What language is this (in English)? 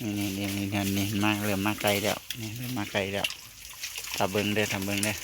Northeastern Thai